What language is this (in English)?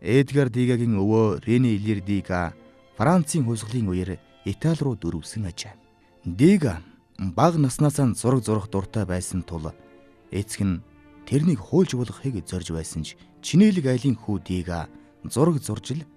Mongolian